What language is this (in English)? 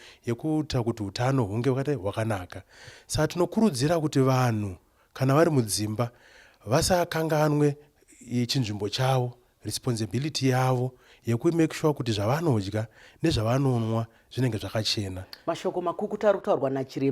Shona